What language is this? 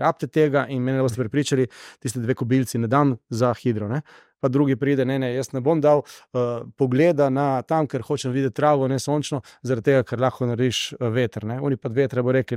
Slovenian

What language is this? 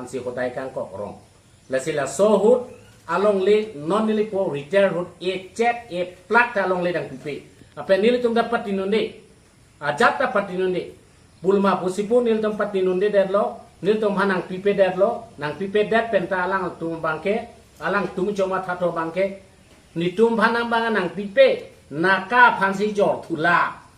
Karbi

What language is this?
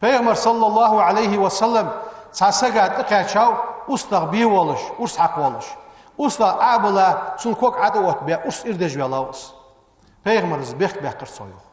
Ingush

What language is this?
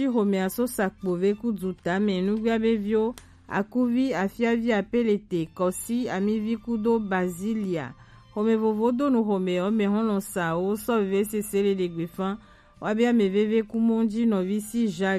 Gen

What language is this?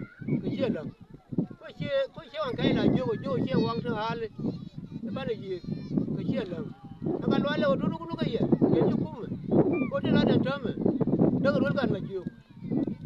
Nuer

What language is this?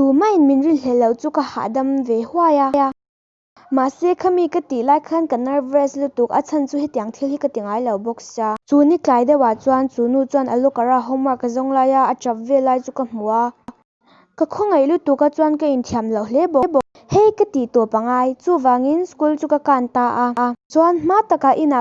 Mizo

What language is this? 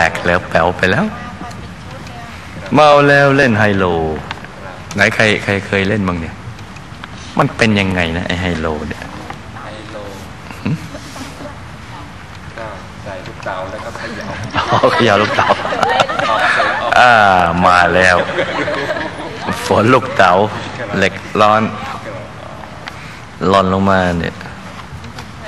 Thai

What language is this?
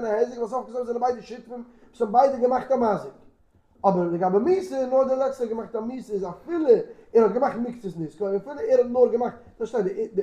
Yiddish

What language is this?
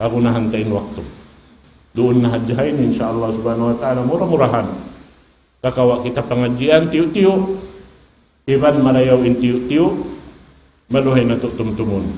Tausug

